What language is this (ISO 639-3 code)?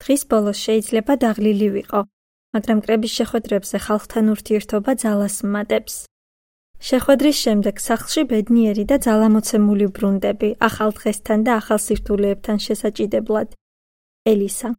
kat